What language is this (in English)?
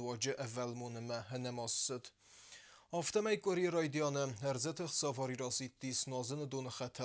Ossetic